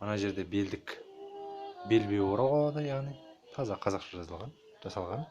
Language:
Kazakh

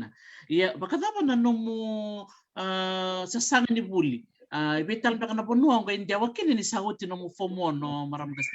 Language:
Fijian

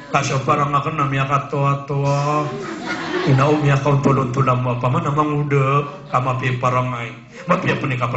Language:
Maranao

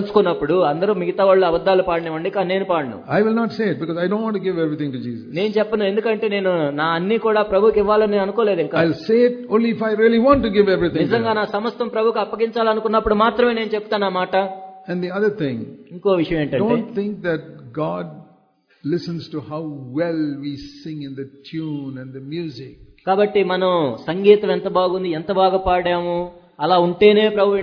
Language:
Telugu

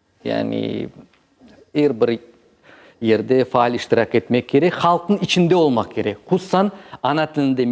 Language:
Crimean Tatar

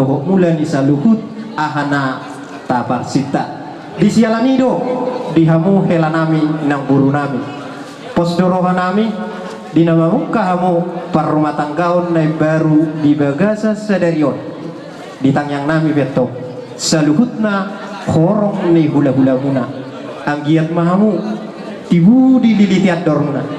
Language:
Batak Toba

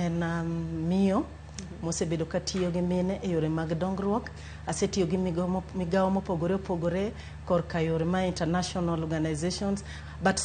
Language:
Luo (Kenya and Tanzania)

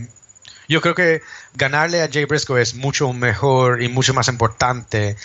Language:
Spanish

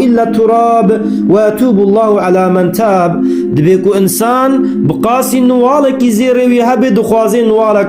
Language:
Kurdish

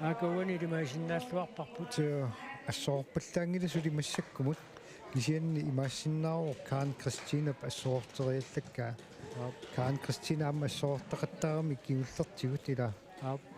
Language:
Kalaallisut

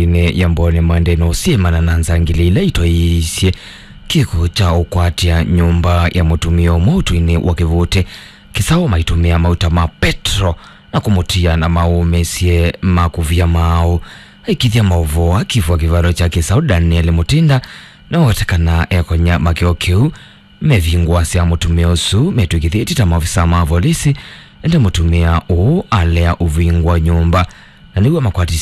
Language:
Kamba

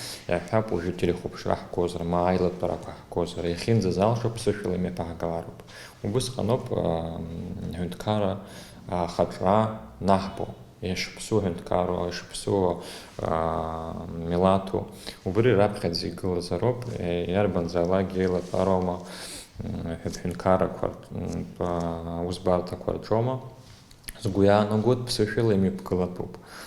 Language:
Abkhazian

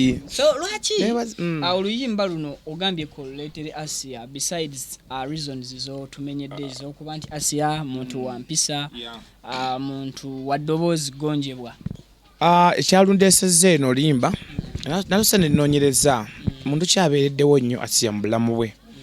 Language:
Ganda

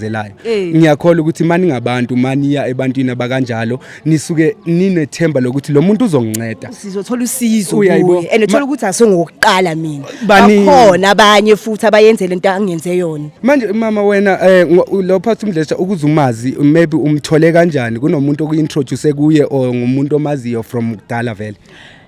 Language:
Zulu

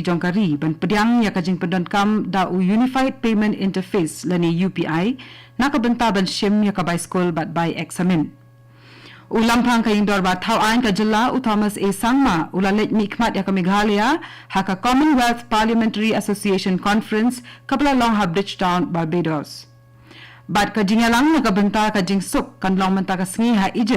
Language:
Khasi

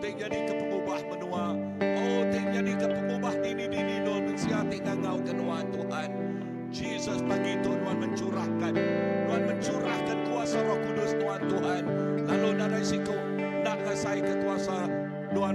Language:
Iban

